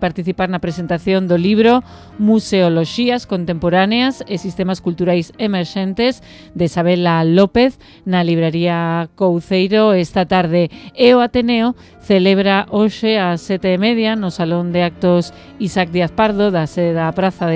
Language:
Galician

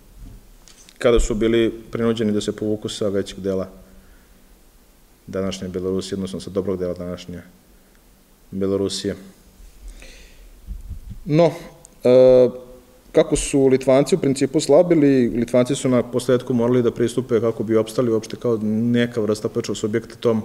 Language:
Serbian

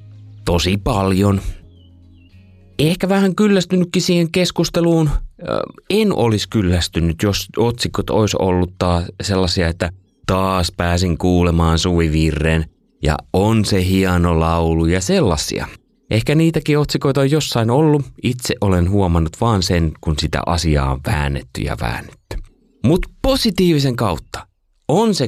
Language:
Finnish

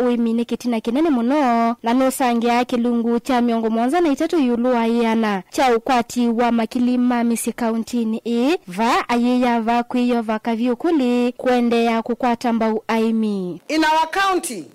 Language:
Kamba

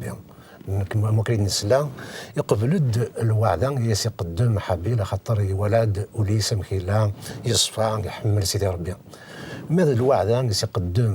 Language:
Kabyle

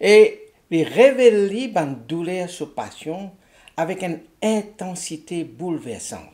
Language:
Morisyen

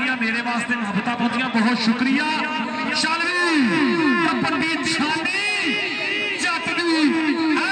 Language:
Punjabi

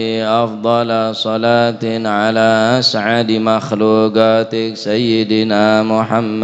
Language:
Madurese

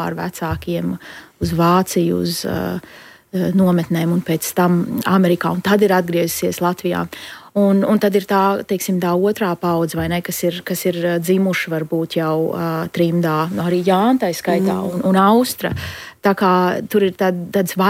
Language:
Latvian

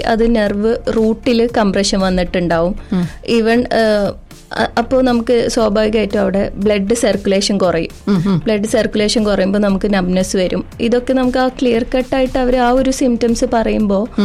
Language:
Malayalam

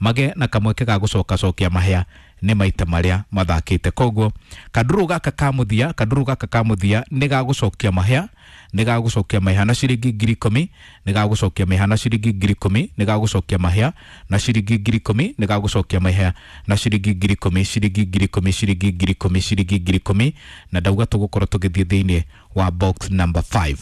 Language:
Kikuyu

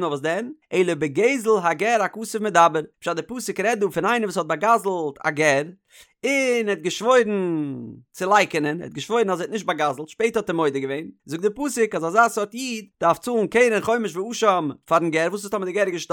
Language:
Yiddish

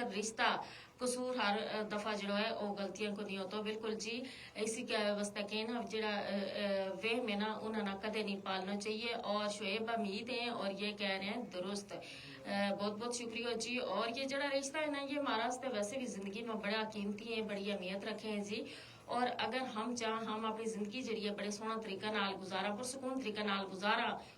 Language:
Gujari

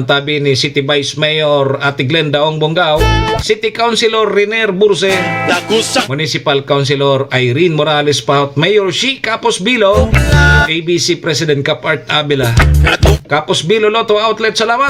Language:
Bikol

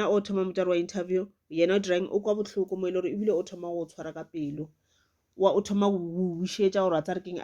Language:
Northern Sotho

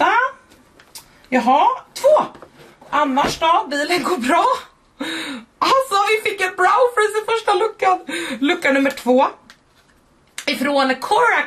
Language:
Swedish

